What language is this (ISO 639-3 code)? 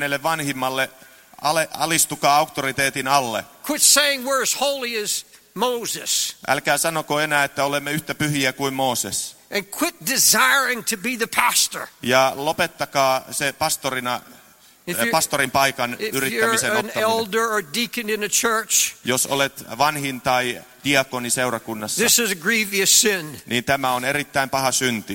fin